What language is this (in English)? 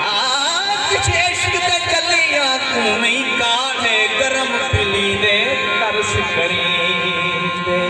Saraiki